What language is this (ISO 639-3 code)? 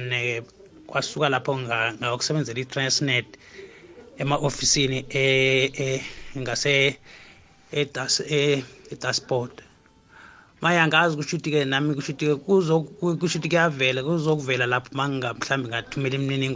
nbl